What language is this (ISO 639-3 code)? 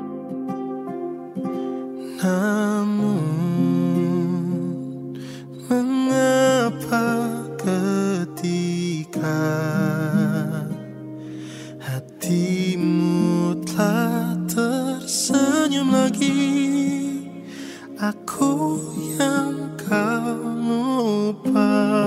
ind